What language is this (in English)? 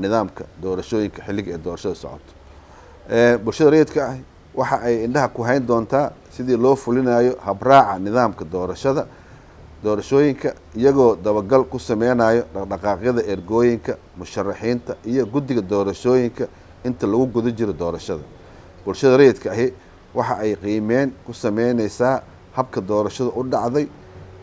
Somali